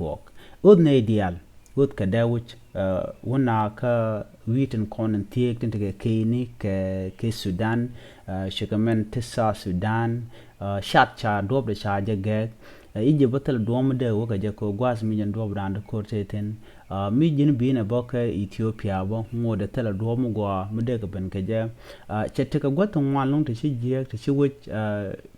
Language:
Nuer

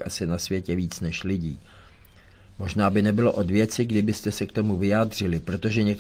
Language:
Czech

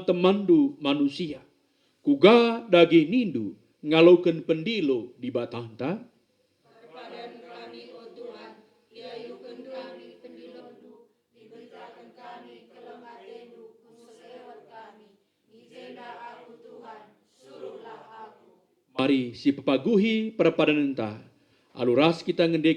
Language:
Batak Karo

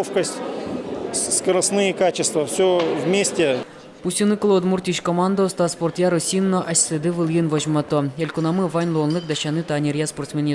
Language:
Udmurt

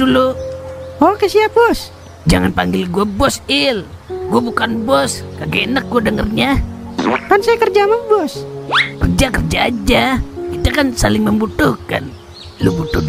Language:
Betawi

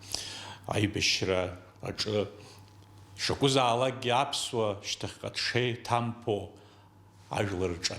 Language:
Abkhazian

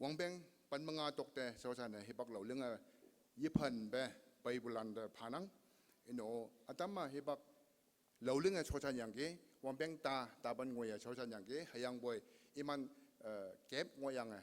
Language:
Konyak Naga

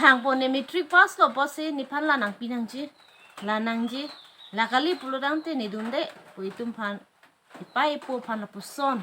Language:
Karbi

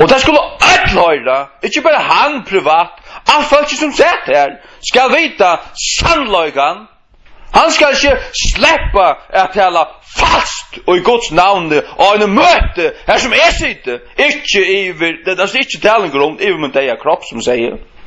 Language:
Faroese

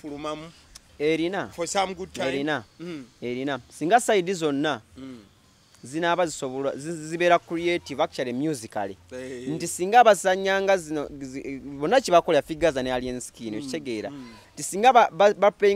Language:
Ganda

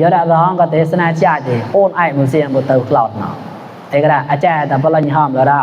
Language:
Mon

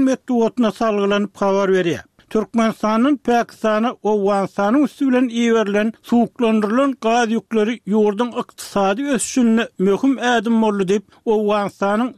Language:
Turkmen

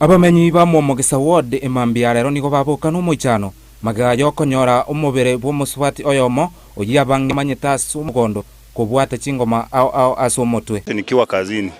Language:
Gusii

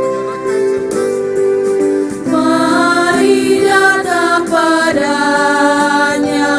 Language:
Ambonese Malay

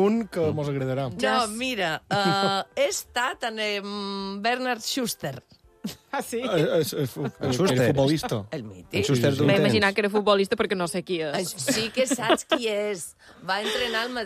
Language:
Catalan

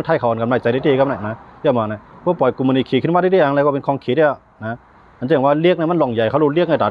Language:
Shan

